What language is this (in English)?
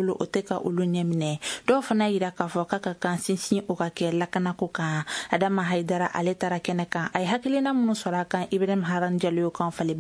Bambara